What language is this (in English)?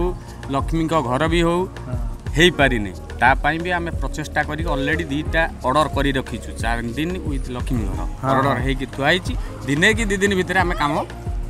Odia